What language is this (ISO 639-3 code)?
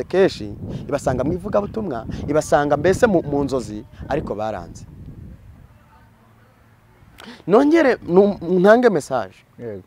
kin